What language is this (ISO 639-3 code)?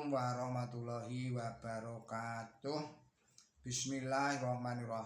jav